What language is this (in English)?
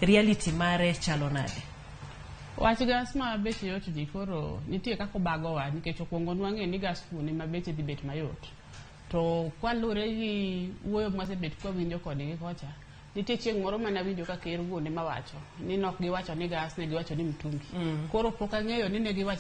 Luo (Kenya and Tanzania)